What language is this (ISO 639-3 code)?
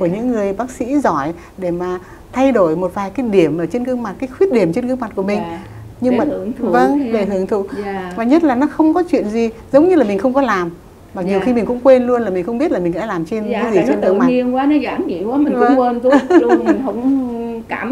vie